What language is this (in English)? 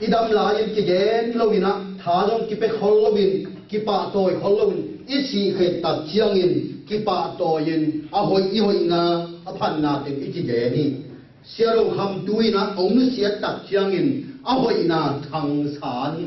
Tedim Chin